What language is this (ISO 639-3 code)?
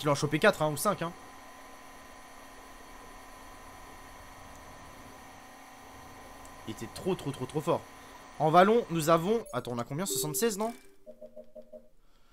fra